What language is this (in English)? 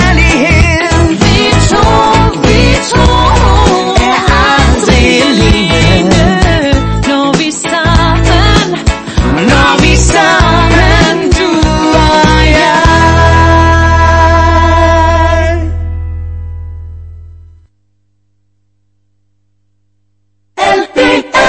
Danish